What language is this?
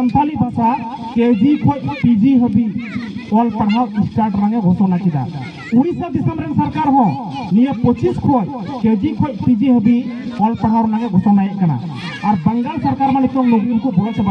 Santali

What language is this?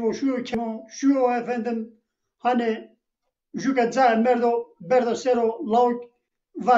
Zaza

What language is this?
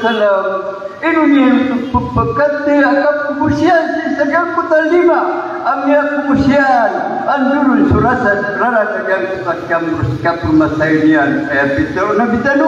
Maranao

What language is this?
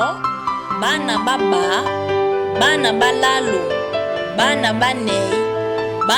Duala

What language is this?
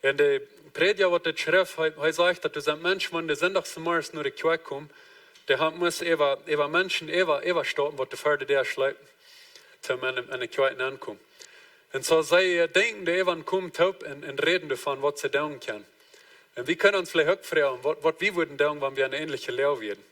Plautdietsch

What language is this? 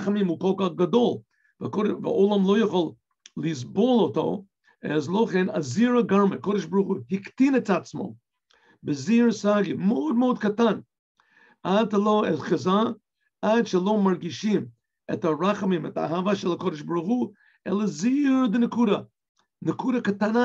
Hebrew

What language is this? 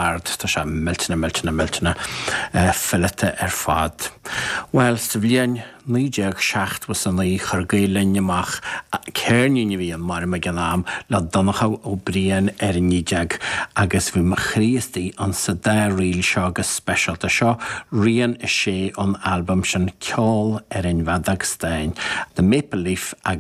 Irish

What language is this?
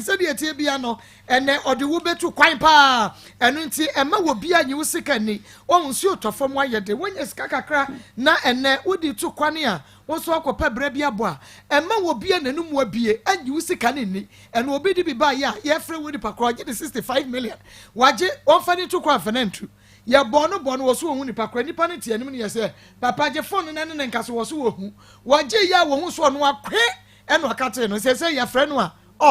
Akan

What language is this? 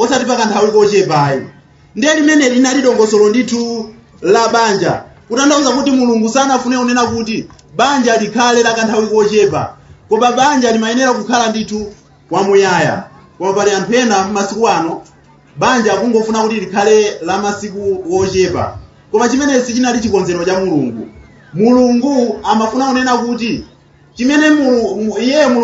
Nyanja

